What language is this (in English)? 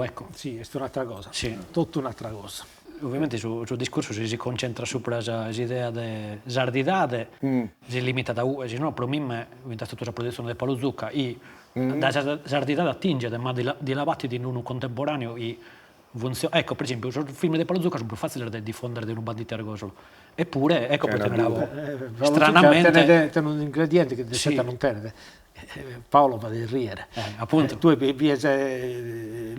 Sardinian